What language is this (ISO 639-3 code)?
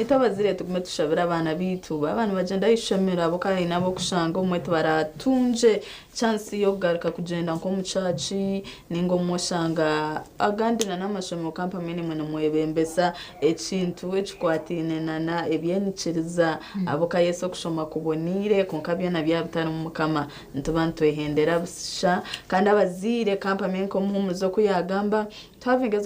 nyn